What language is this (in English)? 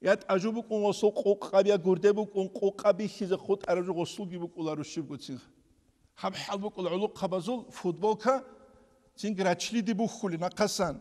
Avaric